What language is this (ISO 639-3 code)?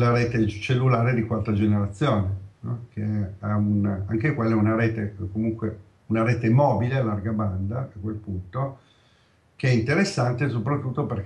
ita